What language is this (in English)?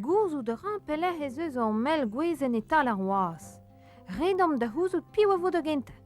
Breton